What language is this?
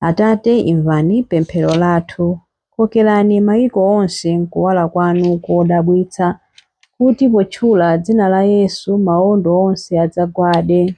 Nyanja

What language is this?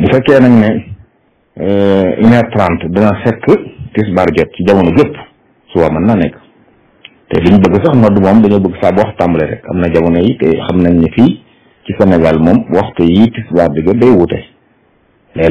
Wolof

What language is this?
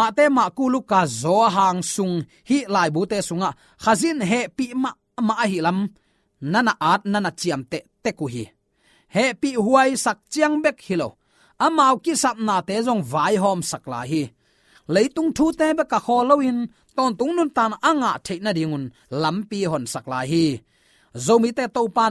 Tedim Chin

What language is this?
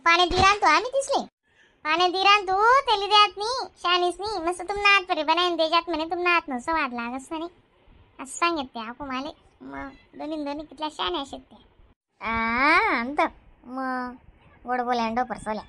Khandesi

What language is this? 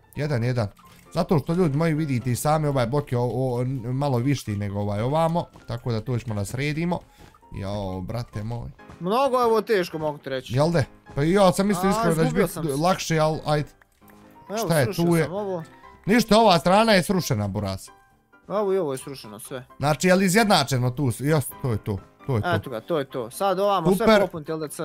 Bosnian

